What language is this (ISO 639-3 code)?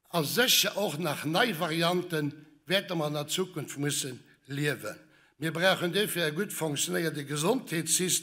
ltz